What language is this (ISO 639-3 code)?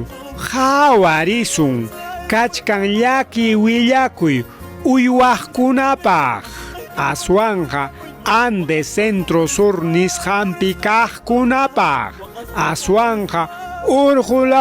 quy